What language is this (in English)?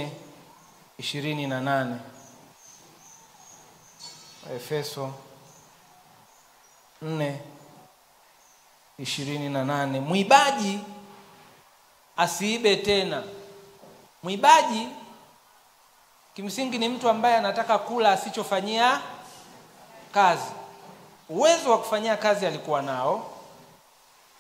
Swahili